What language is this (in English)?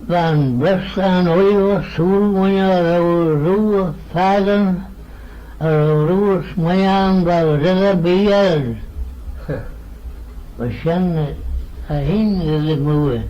Manx